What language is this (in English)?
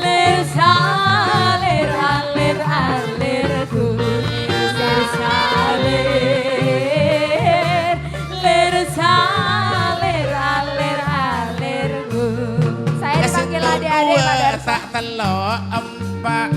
Madurese